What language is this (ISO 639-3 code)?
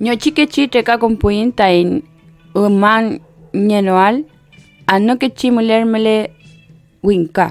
arn